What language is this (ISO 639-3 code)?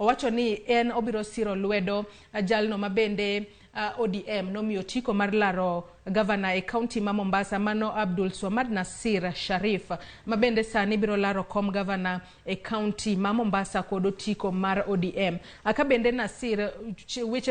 luo